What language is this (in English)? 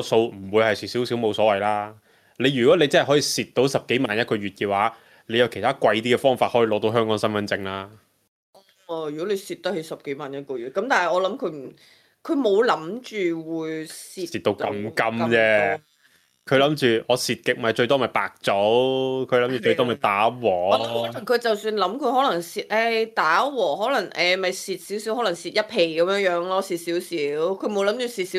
Cantonese